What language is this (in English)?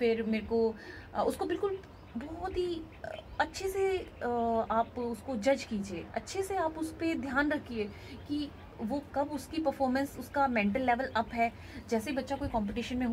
Hindi